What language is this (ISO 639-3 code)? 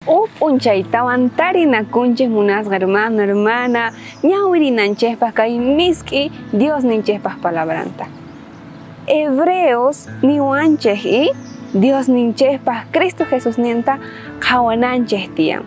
quh